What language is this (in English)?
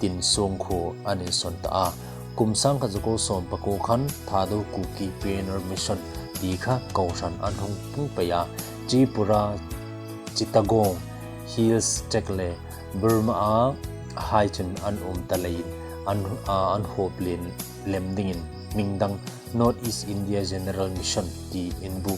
Hmar